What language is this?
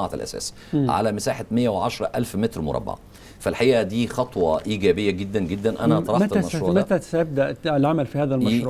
Egyptian Arabic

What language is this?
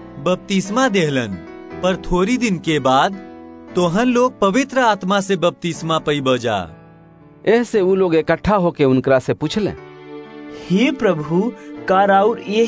Bhojpuri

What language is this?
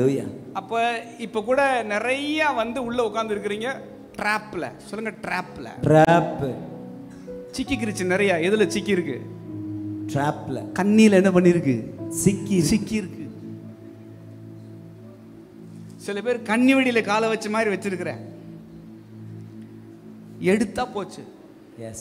Tamil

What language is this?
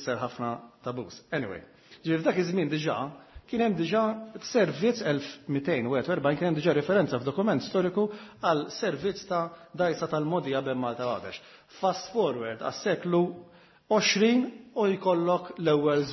Maltese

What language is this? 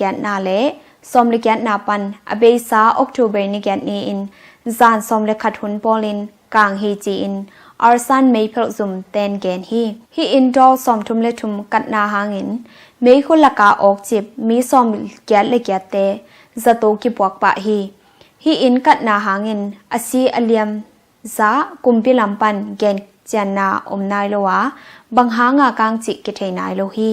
Tedim Chin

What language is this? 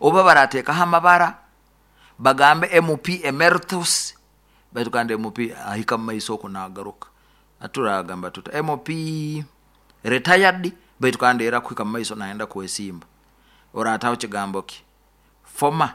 Nyoro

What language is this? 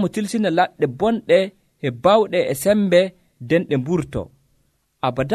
Nigerian Fulfulde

